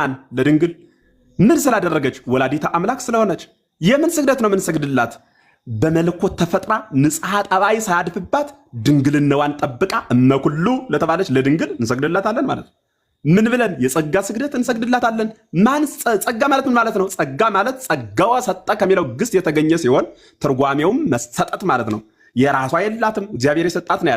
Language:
Amharic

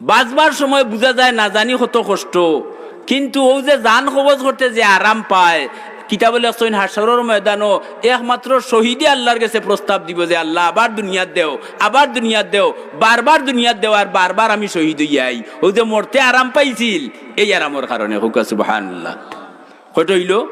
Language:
Sylheti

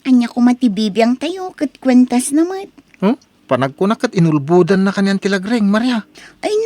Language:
Iloko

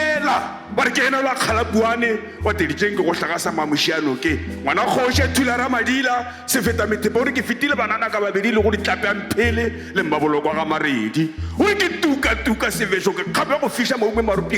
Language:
Northern Sotho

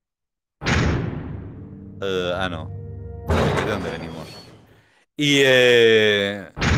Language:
Spanish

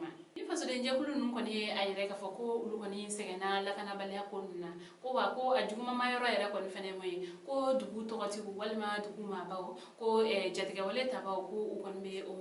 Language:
Bambara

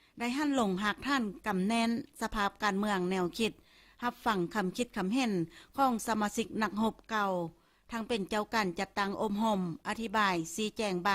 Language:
Lao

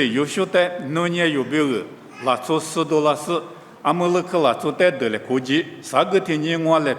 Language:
Lisu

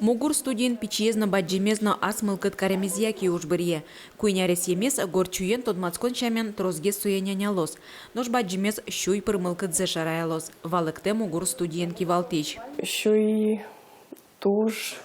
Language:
Udmurt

